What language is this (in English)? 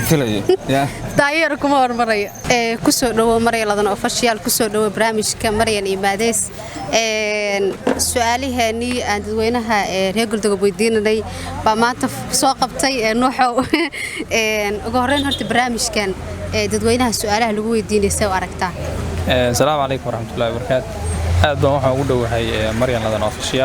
Somali